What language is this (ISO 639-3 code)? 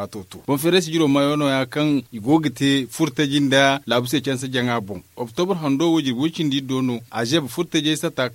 dje